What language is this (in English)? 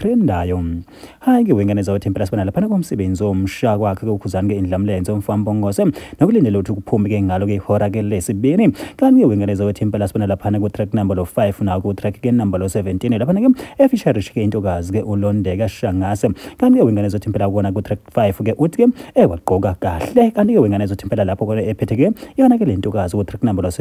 Zulu